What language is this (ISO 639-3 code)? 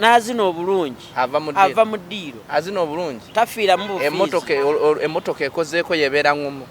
nyn